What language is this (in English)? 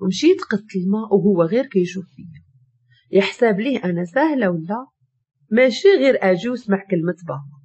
Moroccan Arabic